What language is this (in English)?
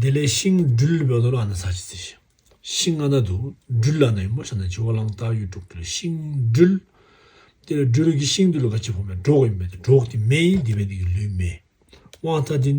Tibetan